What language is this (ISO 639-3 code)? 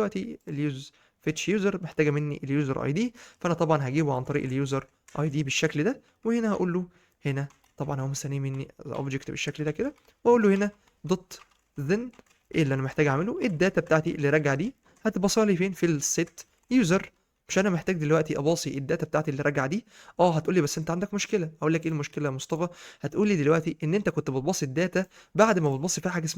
arz